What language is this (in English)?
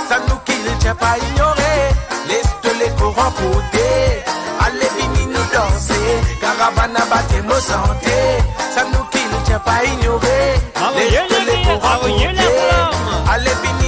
Morisyen